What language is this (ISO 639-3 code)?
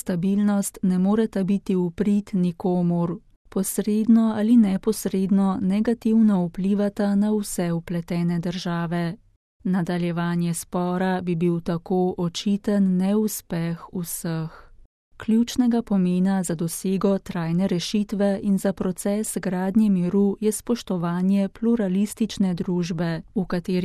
slv